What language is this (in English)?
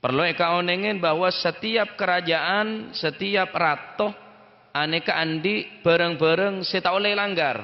Madurese